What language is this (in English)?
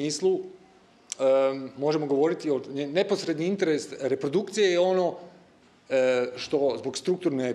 Croatian